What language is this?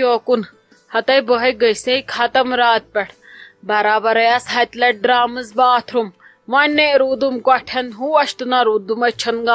Kashmiri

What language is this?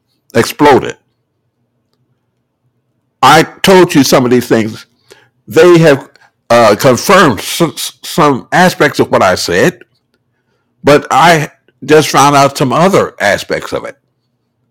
English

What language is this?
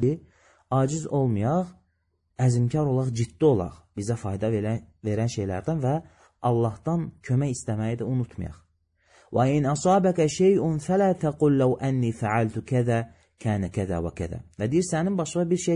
Azerbaijani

